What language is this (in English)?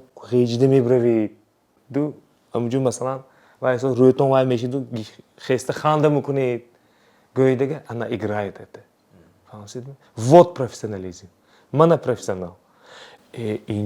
Tajik